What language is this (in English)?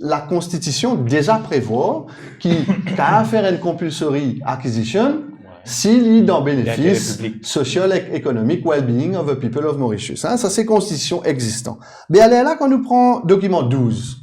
Morisyen